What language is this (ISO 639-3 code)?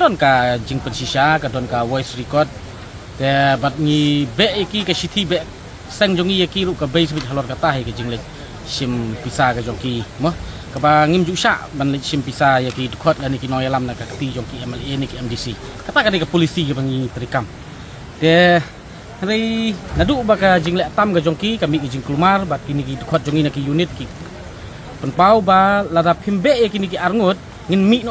kha